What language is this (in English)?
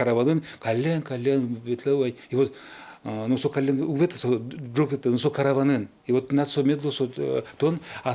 Udmurt